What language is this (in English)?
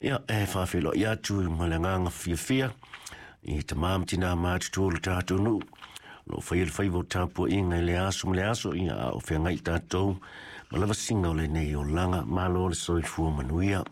Samoan